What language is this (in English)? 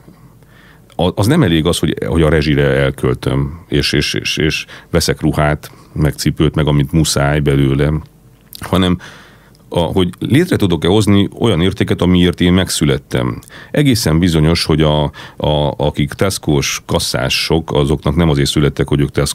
Hungarian